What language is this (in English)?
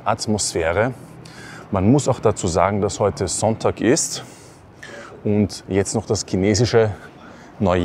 German